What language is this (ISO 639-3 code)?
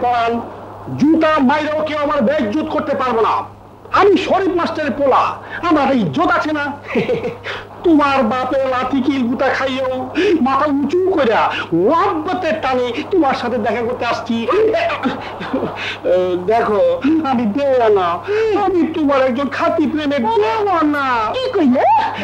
ben